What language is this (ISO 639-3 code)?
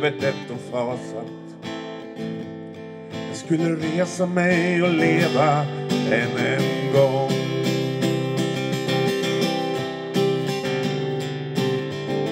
swe